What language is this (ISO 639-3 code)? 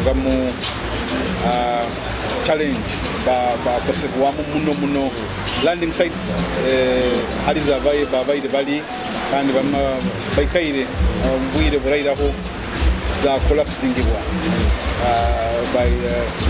nyo